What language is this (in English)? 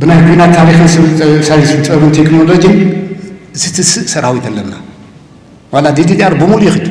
Tigrinya